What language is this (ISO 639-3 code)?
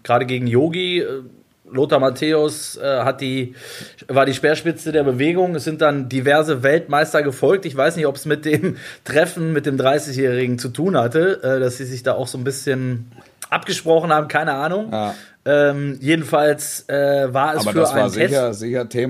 deu